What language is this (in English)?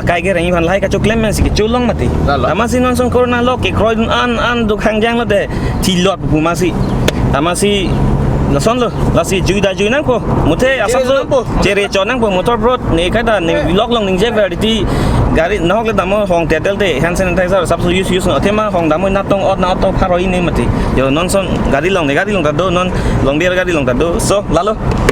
Karbi